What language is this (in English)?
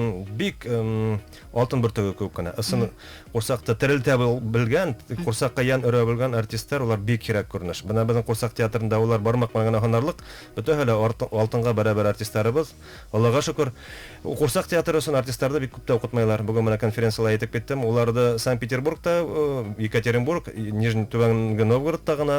Bashkir